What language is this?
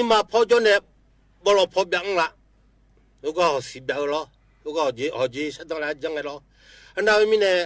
Akha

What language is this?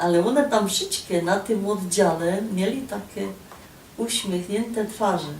Silesian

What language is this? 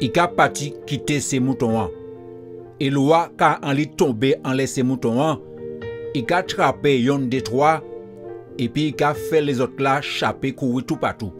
Guadeloupean Creole French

